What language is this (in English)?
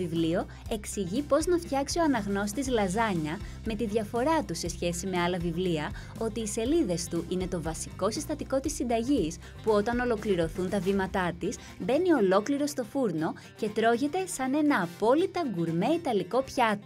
Greek